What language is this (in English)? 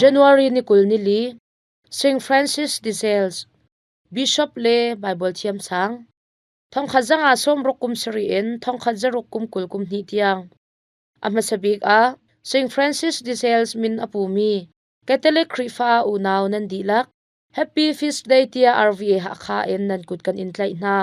Hakha Chin